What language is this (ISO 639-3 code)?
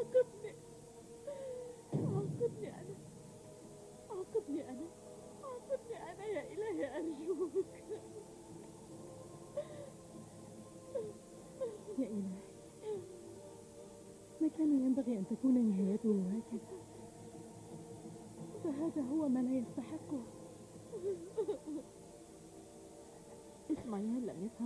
ara